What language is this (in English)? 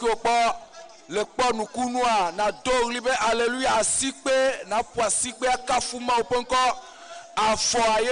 Ewe